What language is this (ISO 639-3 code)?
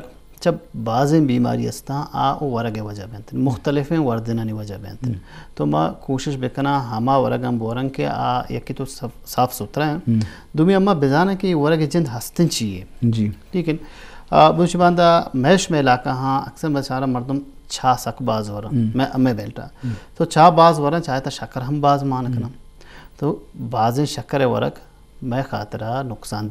bgp